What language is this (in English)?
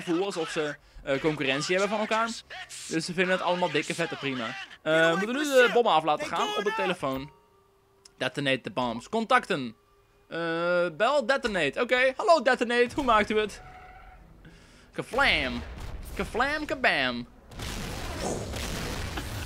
Dutch